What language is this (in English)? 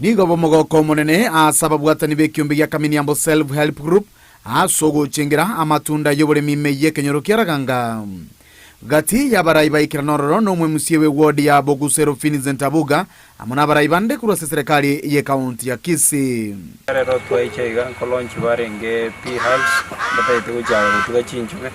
Gusii